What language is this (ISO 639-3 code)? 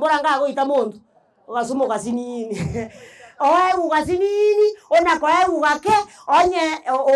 guz